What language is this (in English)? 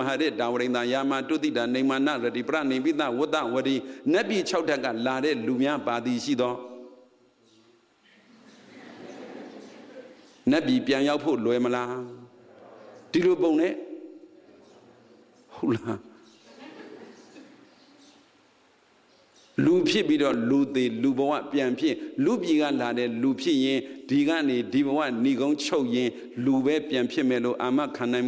Burmese